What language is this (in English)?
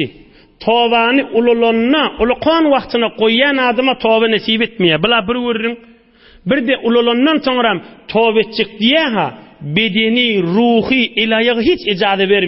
Turkmen